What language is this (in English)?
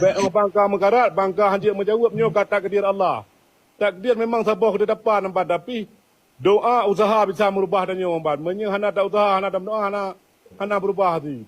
Achinese